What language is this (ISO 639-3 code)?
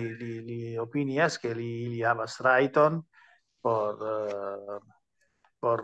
epo